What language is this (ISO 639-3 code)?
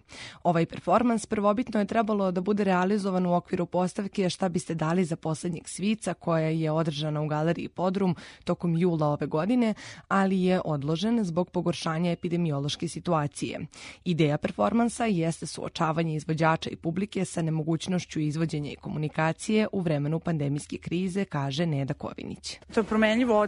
srp